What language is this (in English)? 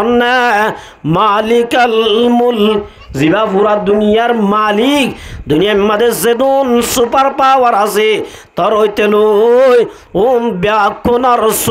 Rohingya